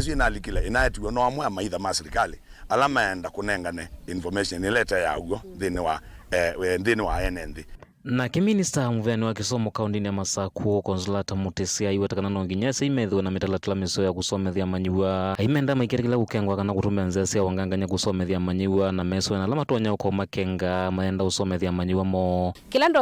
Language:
Kamba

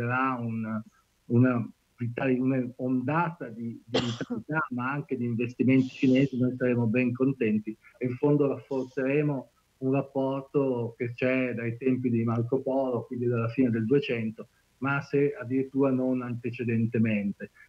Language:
Italian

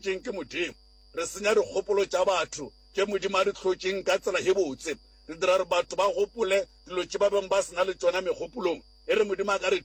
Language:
Northern Sotho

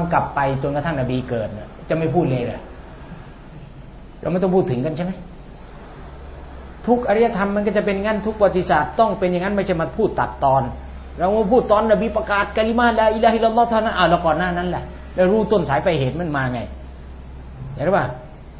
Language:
Thai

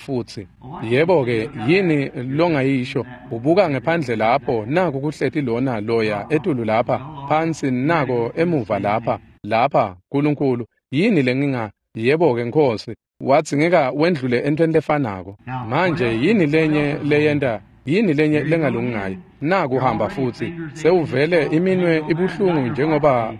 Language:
Swati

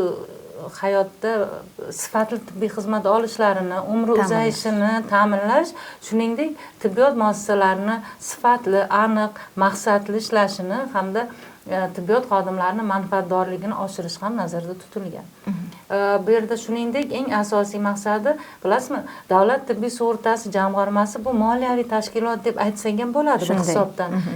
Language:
Uzbek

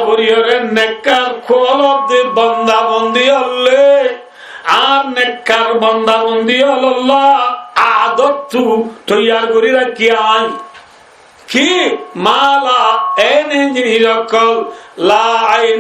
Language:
Rohingya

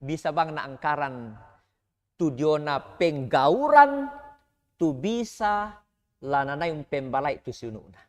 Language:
Toraja-Sa'dan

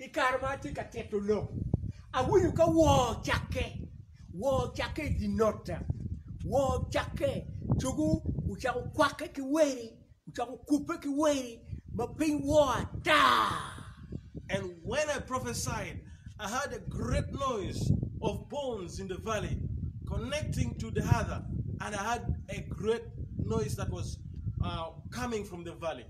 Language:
Acoli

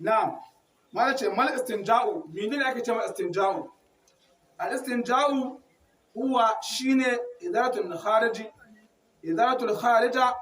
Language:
Hausa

